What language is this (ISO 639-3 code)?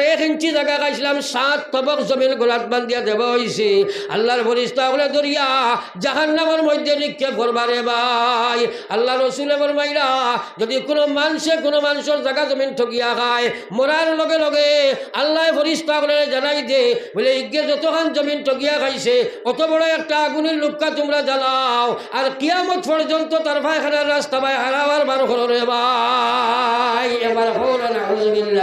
syl